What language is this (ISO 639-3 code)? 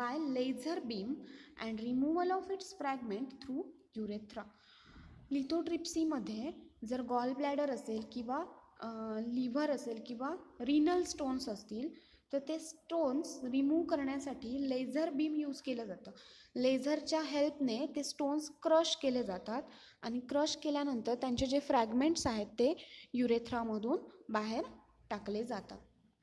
mar